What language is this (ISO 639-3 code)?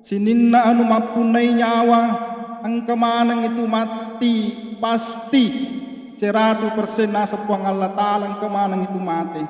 bug